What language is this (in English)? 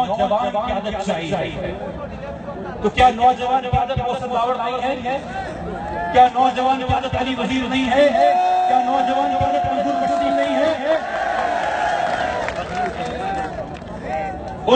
Urdu